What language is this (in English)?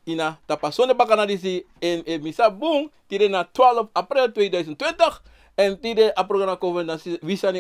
Sranan Tongo